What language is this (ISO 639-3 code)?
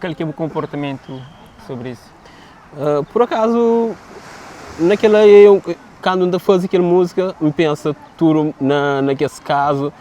kea